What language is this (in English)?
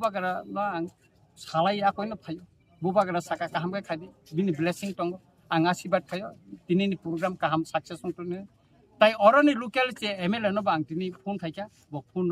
Kok Borok